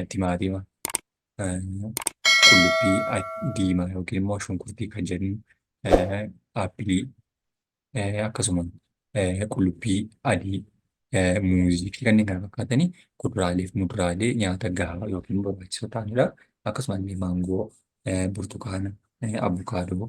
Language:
Oromo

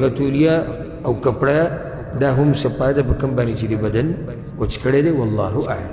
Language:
Pashto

